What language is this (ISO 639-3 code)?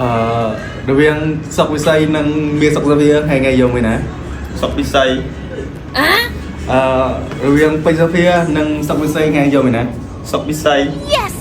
khm